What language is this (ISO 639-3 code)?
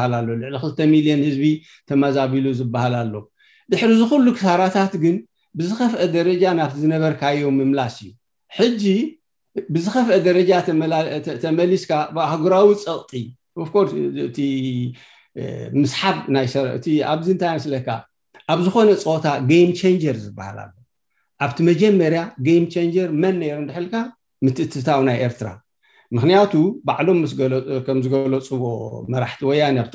tir